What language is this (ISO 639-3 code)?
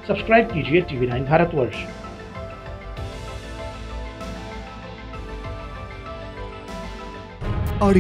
hin